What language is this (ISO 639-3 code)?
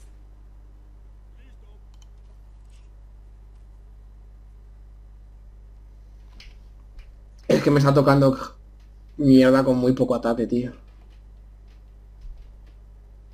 spa